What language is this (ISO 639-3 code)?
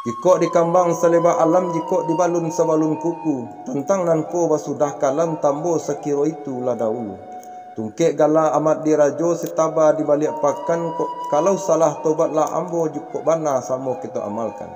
min